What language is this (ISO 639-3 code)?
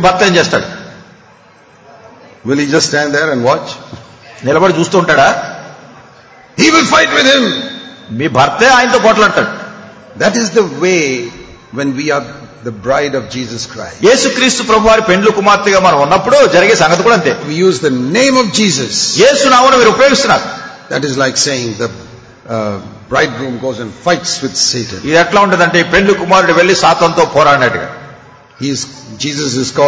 tel